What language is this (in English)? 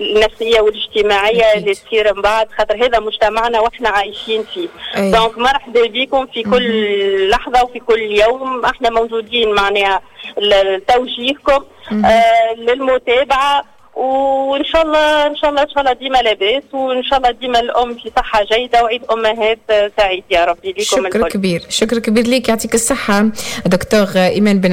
Tunisian Arabic